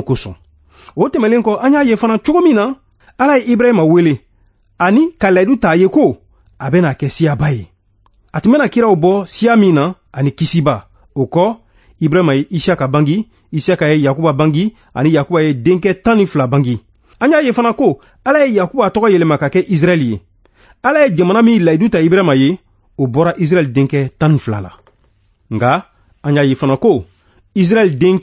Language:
Bambara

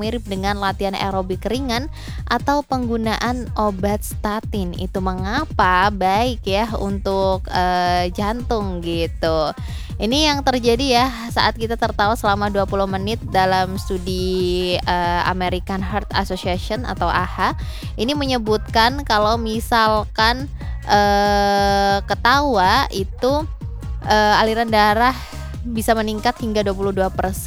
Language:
Indonesian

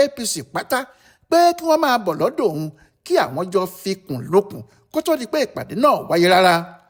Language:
Yoruba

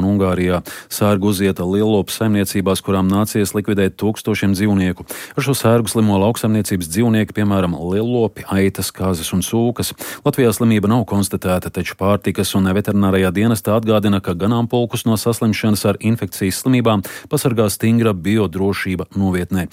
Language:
Latvian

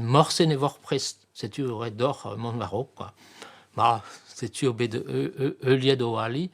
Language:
Breton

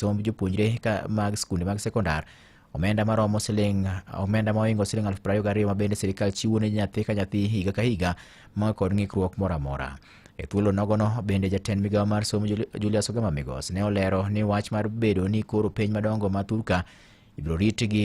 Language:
Luo (Kenya and Tanzania)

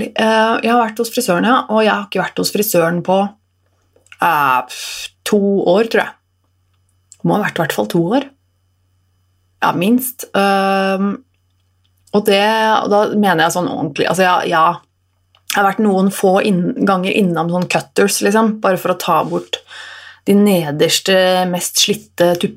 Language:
Norwegian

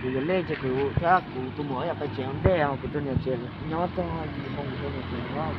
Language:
Hmong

